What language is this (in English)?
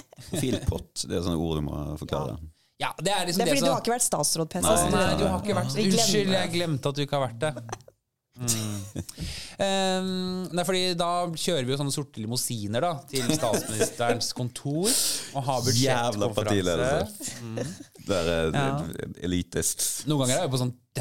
Norwegian